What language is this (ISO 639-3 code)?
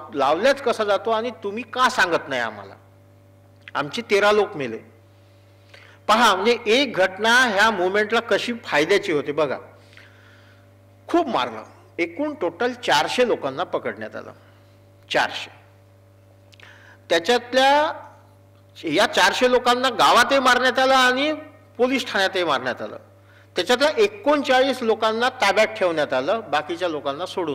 mar